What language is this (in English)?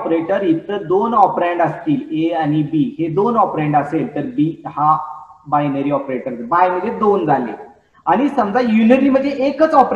Marathi